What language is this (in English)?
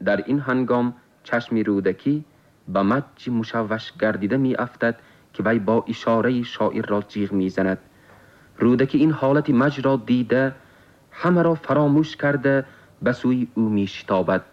Tajik